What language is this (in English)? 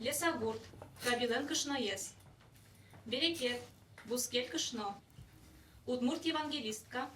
Udmurt